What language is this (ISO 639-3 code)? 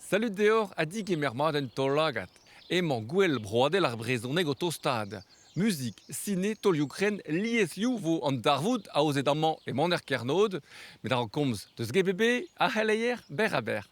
bre